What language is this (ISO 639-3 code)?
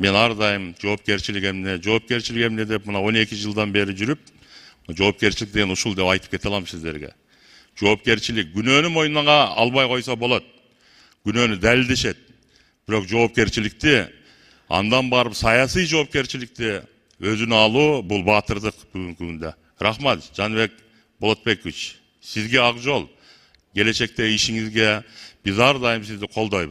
kir